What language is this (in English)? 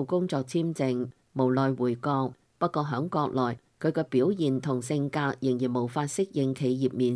Cantonese